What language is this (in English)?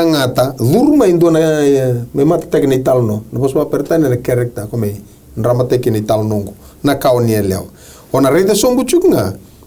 Fijian